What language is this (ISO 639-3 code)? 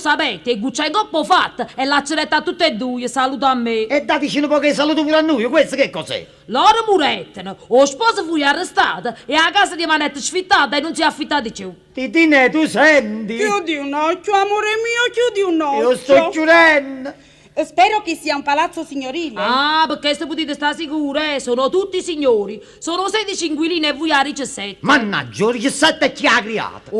nap